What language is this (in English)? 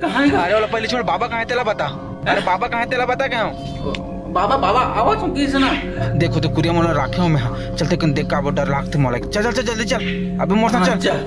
Chhattisgarhi